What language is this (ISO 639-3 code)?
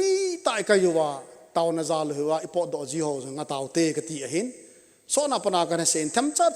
tcz